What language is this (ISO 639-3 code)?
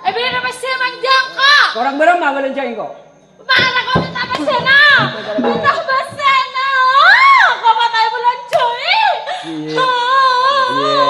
mad